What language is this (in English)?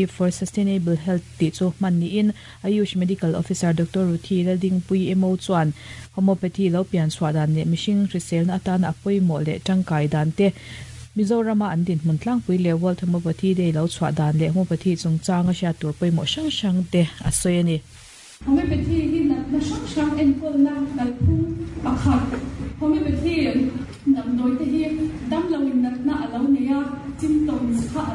Mizo